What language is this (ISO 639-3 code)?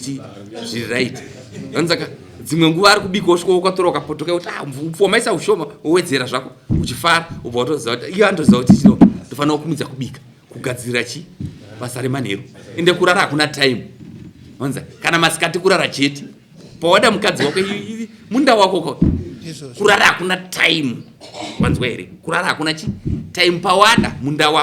sna